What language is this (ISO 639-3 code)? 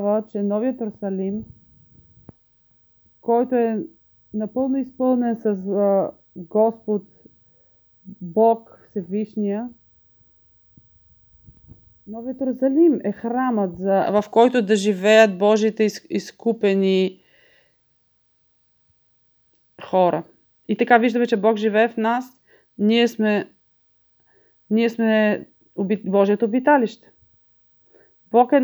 bul